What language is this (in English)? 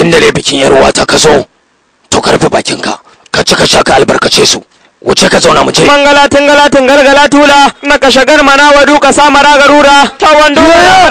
Hausa